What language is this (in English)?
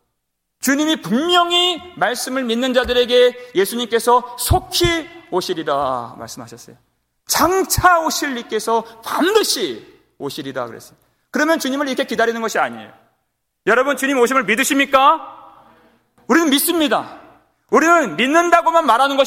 Korean